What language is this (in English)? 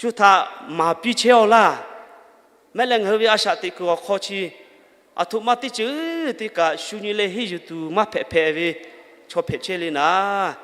Lahu